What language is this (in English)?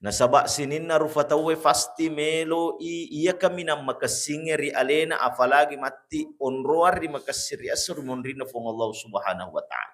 Buginese